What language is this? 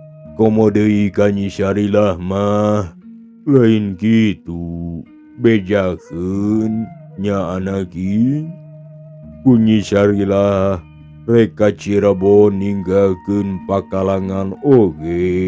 Sundanese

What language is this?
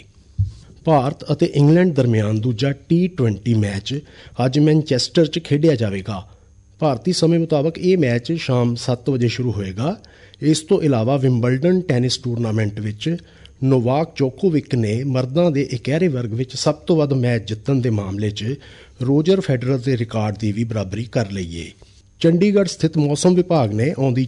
Punjabi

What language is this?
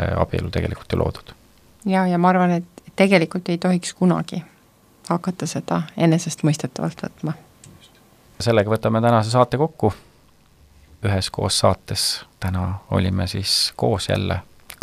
Estonian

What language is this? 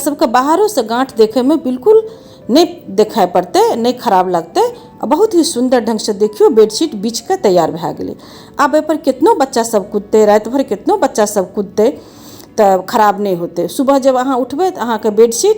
Maithili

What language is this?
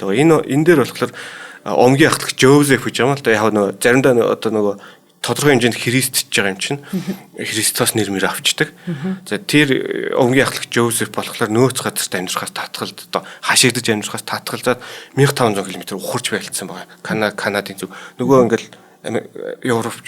Mongolian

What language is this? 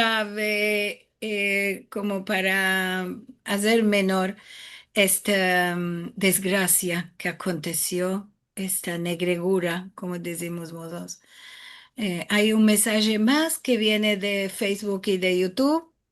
Ladino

